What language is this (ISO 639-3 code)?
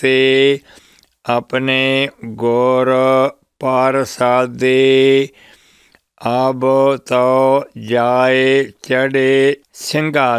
pan